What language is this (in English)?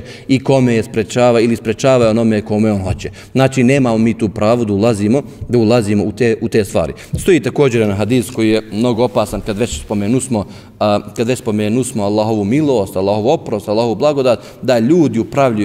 Bosnian